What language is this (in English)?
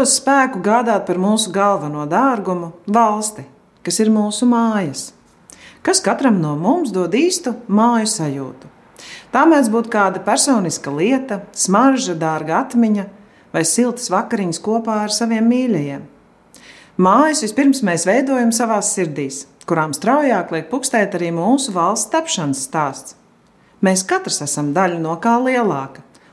Latvian